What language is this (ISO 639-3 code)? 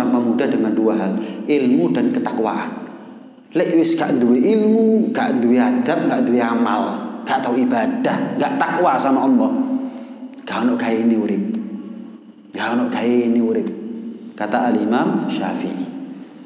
ind